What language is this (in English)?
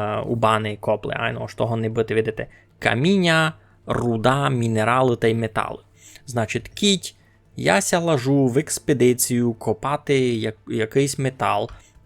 Rusyn